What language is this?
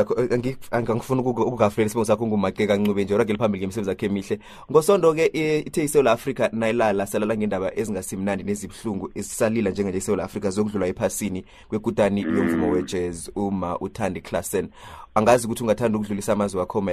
South Ndebele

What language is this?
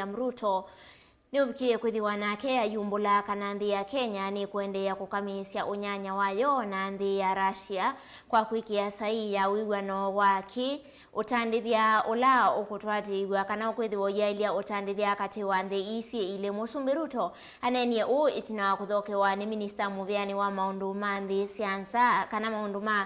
Kamba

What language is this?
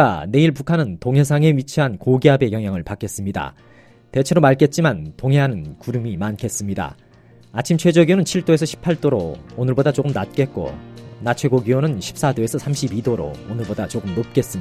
Korean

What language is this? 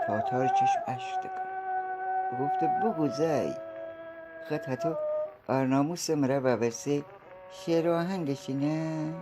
Gilaki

